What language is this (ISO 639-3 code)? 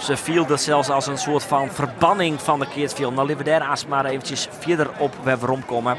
fry